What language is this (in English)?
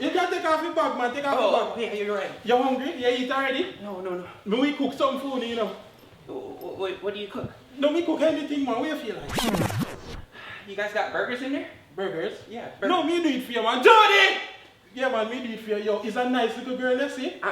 Jamaican Creole English